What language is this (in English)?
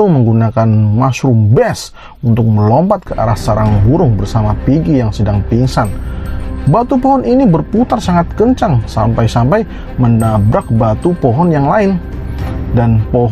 Indonesian